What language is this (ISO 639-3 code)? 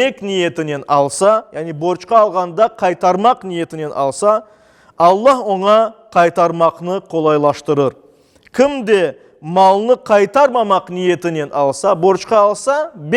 crh